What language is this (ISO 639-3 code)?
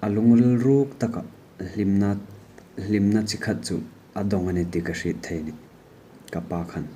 hmr